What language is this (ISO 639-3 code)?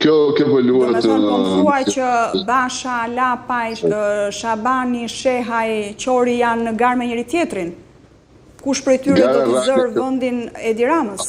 sqi